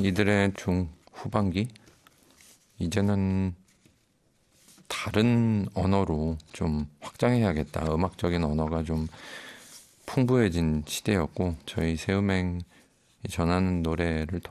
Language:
Korean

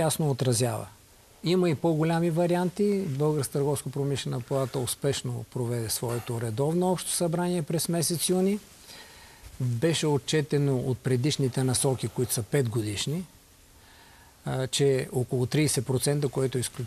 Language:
Bulgarian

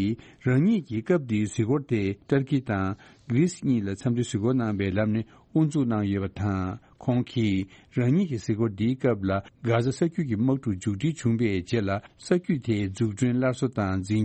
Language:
Tibetan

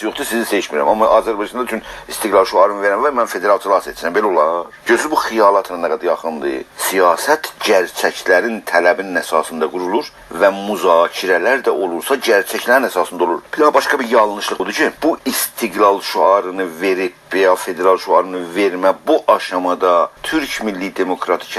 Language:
South Azerbaijani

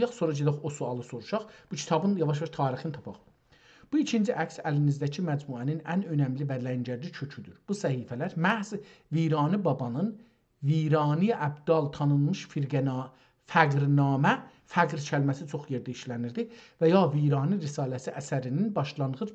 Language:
South Azerbaijani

